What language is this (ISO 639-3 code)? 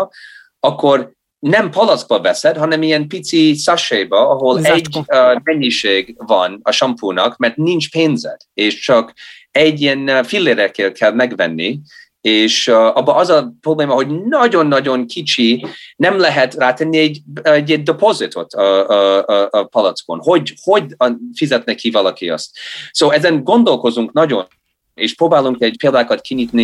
hun